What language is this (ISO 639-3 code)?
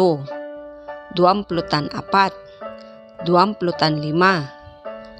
pag